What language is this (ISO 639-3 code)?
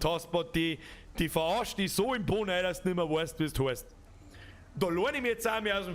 bar